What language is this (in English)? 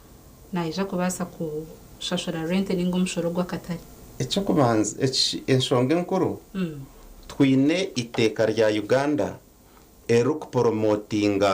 Nyankole